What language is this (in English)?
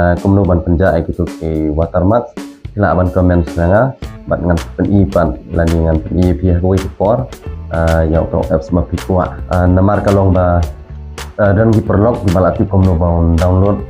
Khasi